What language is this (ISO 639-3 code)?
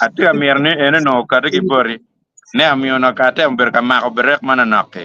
ach